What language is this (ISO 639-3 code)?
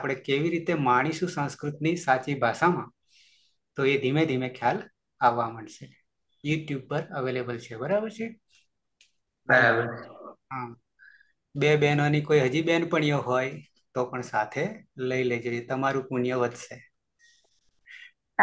guj